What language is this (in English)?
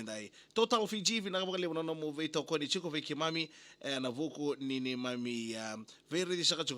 Fijian